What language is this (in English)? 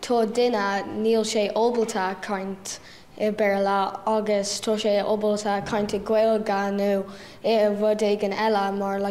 Irish